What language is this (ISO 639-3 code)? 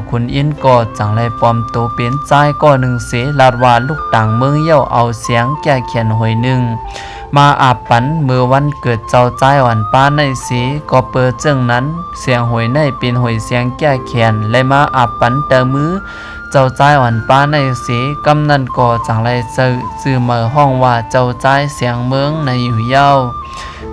shn